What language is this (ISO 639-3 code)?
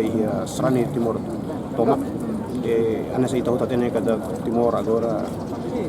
tet